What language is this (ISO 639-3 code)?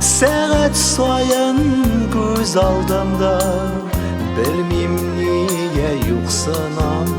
tat